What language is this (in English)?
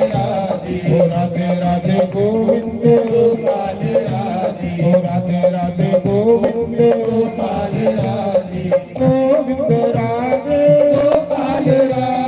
Dogri